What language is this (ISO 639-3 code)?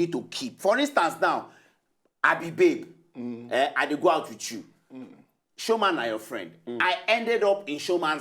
pcm